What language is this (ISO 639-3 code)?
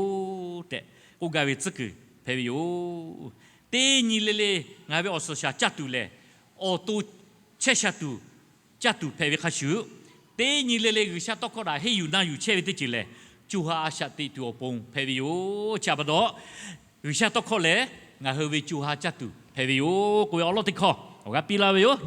lhu